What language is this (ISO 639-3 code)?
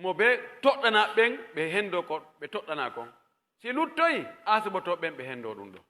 fuf